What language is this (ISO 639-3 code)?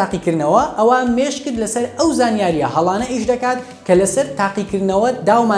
ckb